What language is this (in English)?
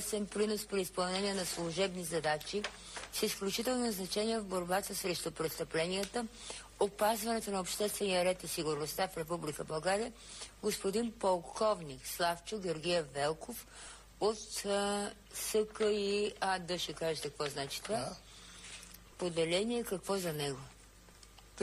Bulgarian